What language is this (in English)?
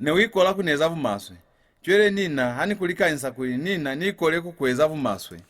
Lozi